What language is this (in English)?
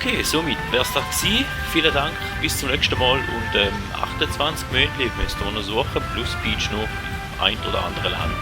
Swiss German